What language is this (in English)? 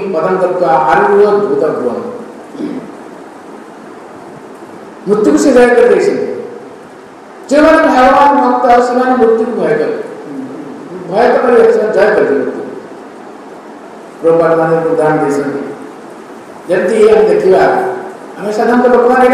Odia